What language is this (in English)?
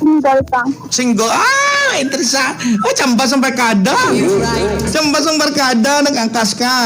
Hiligaynon